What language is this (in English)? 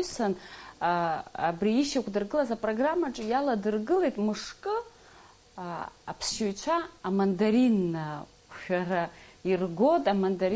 Abkhazian